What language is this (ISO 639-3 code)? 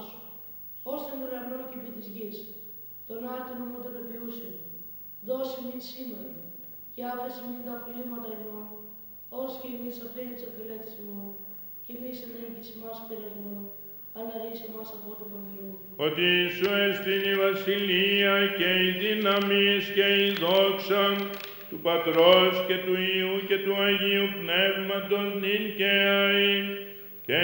ell